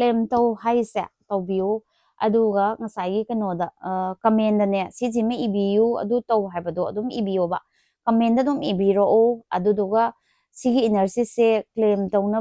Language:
Manipuri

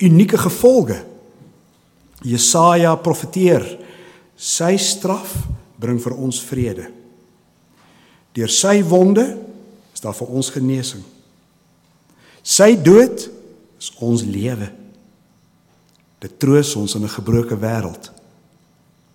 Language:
Afrikaans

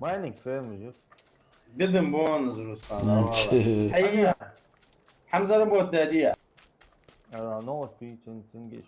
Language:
Ingush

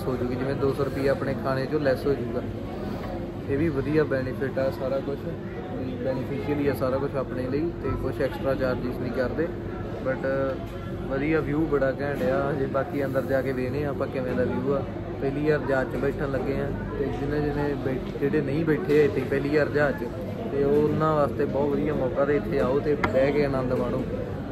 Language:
Punjabi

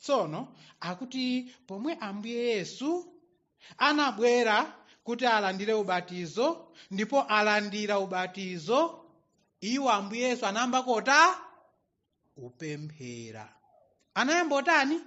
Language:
Nyanja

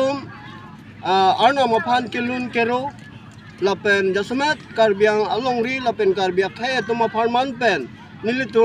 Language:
Karbi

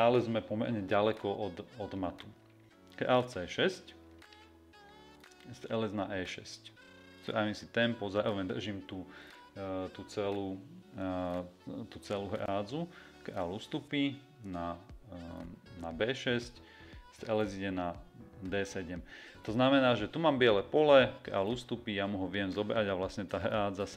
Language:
Slovak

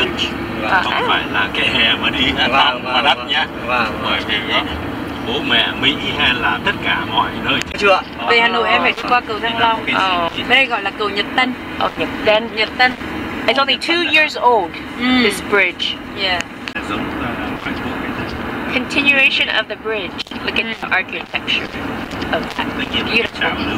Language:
Vietnamese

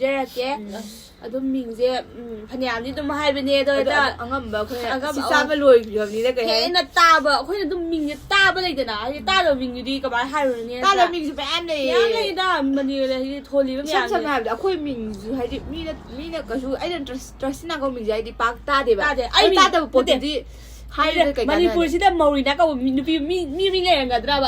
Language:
Manipuri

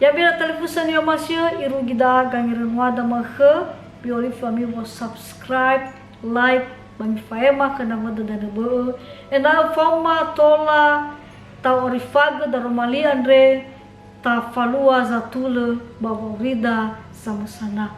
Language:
Nias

